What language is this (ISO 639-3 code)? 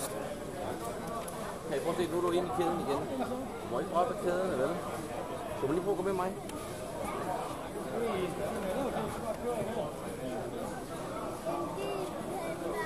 dan